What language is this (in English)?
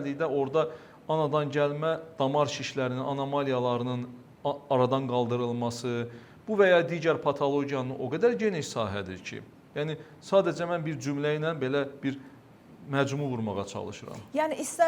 Azerbaijani